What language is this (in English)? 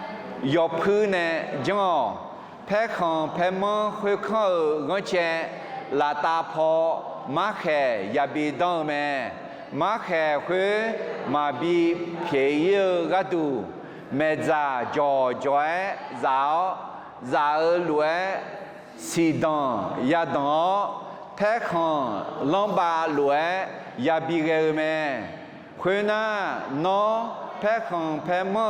Akha